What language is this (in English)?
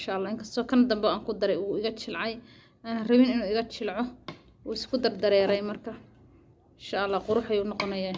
Somali